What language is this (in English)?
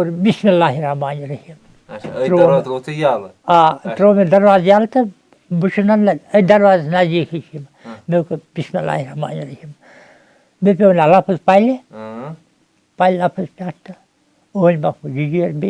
Kashmiri